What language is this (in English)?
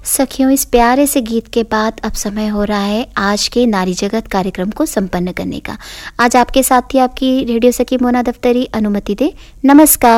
Hindi